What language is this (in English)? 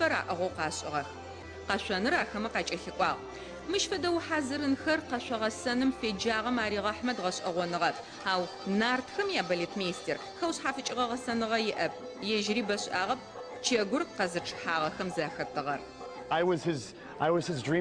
Adyghe